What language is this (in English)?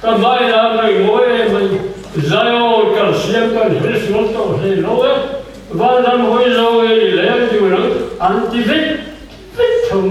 Mizo